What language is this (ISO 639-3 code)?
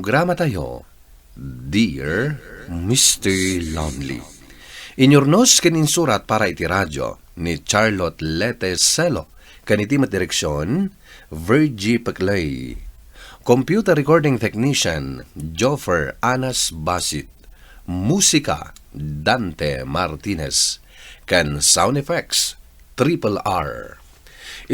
ilo